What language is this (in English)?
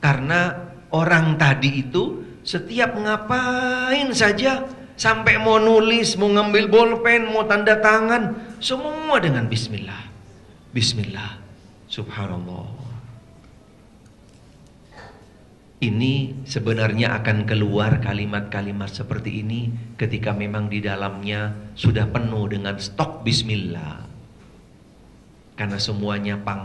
Indonesian